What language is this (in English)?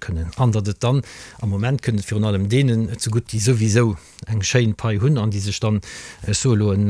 Luxembourgish